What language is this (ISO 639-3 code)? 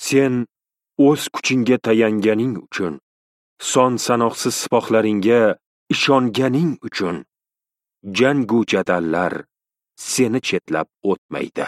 uzb